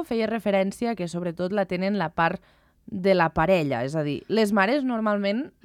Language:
Catalan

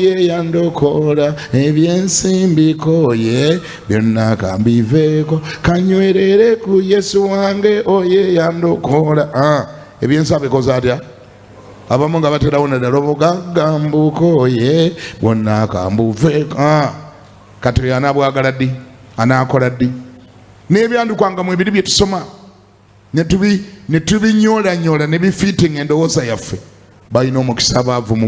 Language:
Ganda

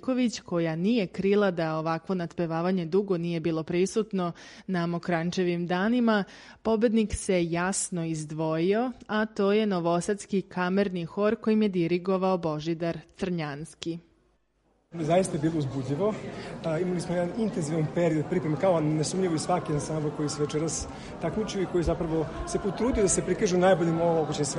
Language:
Serbian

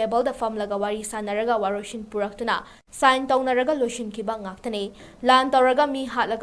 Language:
Manipuri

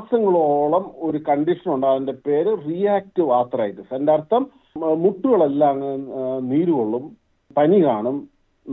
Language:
Malayalam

